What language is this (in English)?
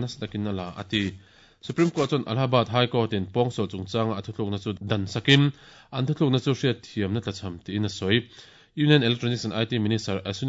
Mizo